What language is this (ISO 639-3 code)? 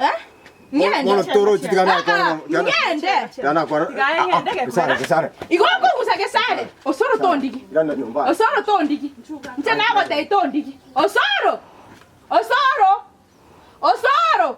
guz